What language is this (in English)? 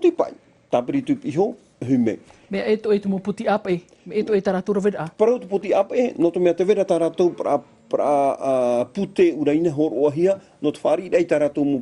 Tahitian